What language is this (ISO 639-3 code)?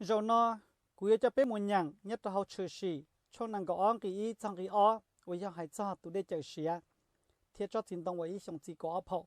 hmn